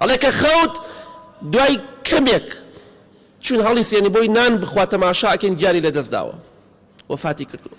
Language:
Central Kurdish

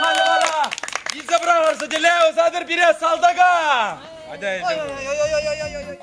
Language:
Chuvash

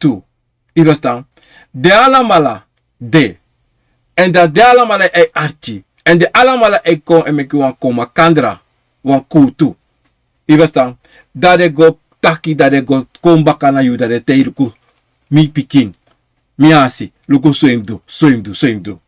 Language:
Sranan Tongo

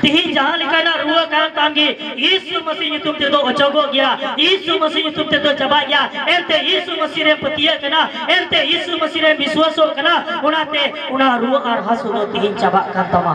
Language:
Santali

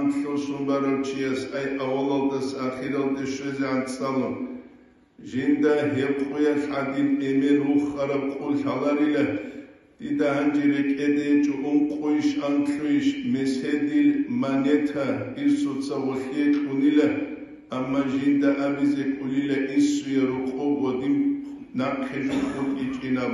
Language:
Avaric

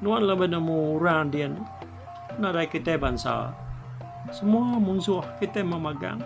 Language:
Iban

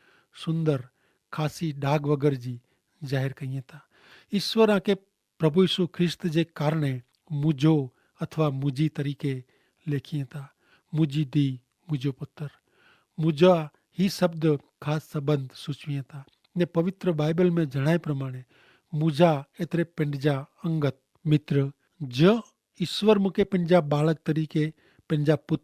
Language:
Kachhi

